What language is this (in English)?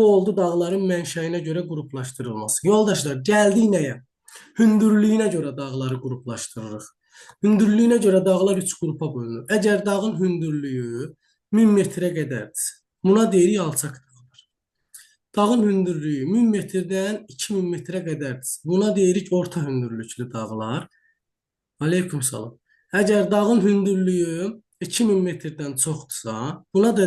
Azerbaijani